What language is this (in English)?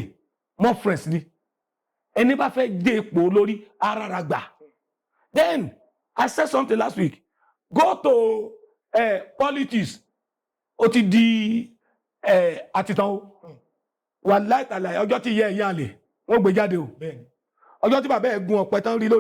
Yoruba